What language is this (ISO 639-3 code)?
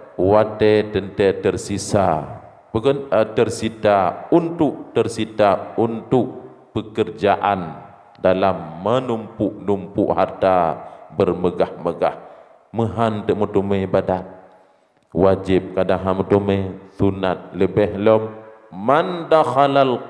ace